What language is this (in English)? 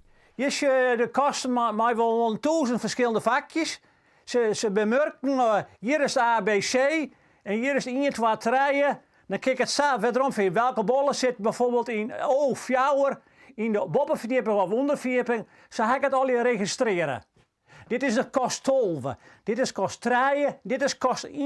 Western Frisian